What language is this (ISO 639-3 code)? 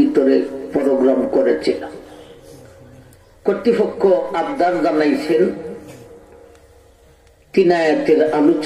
ben